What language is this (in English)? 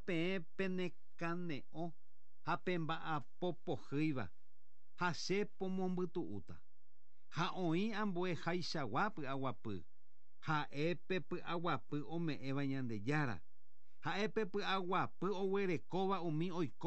Guarani